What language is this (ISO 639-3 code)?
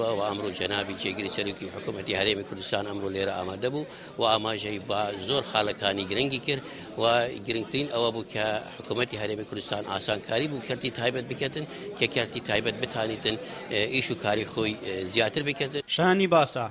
ckb